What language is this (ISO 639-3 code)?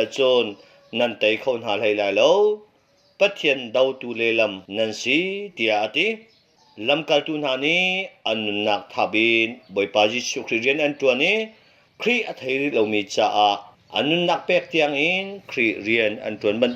cnh